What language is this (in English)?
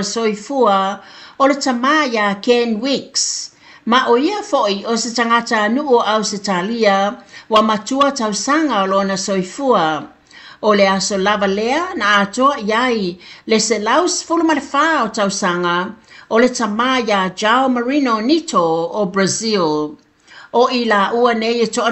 Samoan